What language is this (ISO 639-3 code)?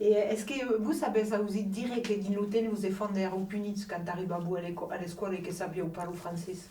oci